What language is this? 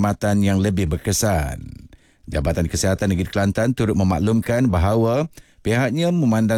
Malay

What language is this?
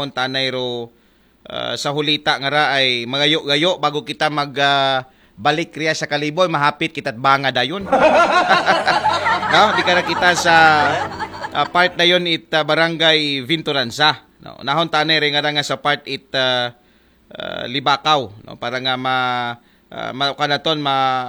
Aklanon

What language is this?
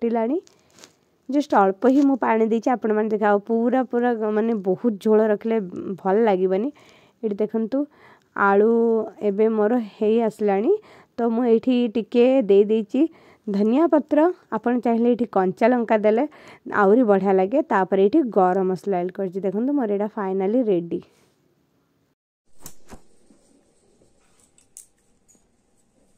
Odia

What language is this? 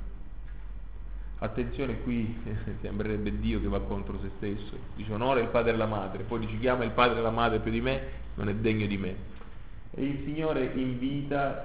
Italian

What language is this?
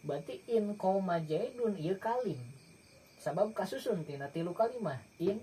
Sundanese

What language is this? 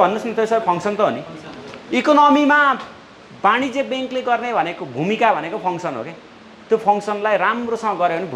Nepali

